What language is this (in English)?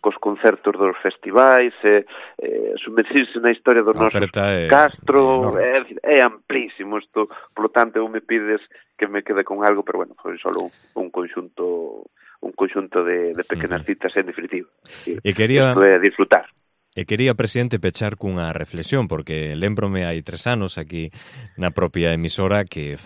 Galician